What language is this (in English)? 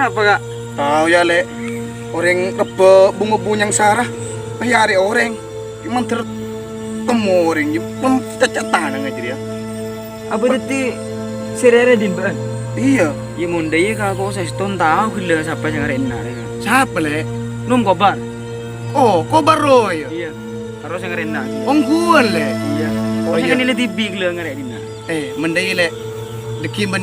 Madurese